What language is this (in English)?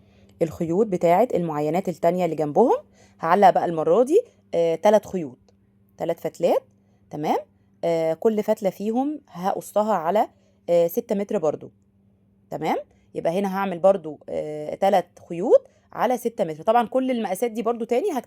Egyptian Arabic